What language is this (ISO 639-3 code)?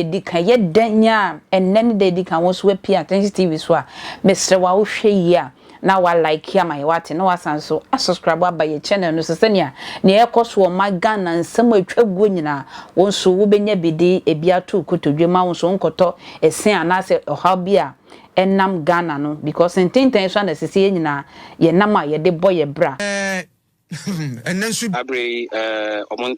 aka